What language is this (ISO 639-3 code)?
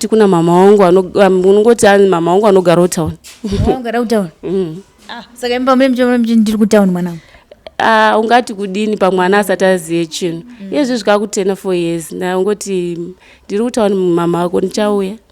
sna